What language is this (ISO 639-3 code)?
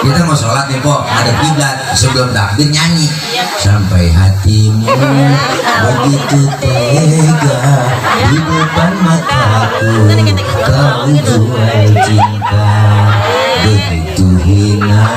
bew